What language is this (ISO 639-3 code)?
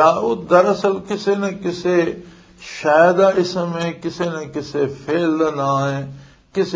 lah